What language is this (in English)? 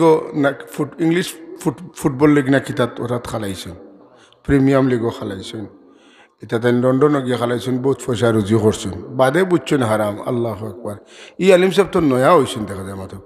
Sylheti